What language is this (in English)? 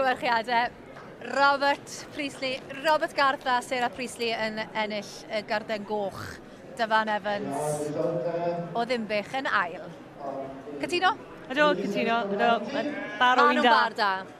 Welsh